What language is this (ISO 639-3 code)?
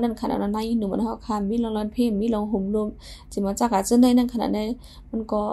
shn